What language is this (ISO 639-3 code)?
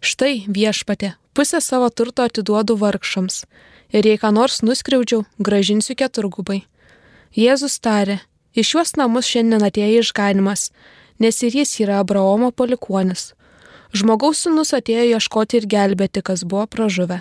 lit